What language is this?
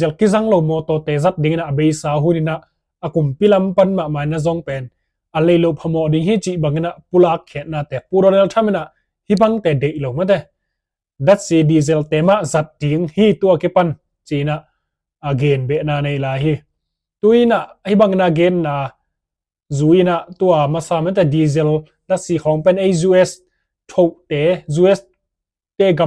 Tedim Chin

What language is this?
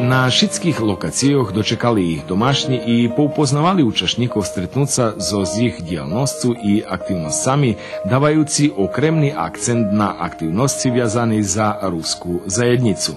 Rusyn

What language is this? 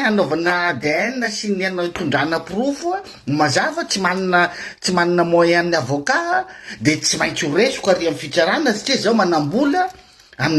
Malagasy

